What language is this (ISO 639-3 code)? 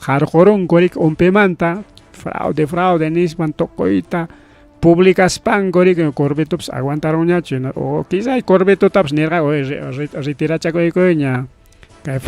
quy